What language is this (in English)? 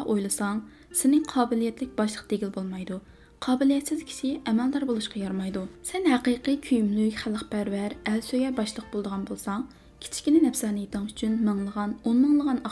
Uyghur